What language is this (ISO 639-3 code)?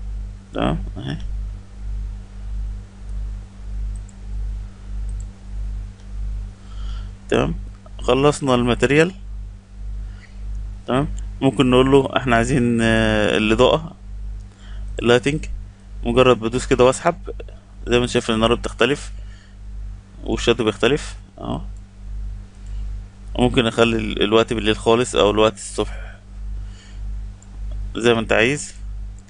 arz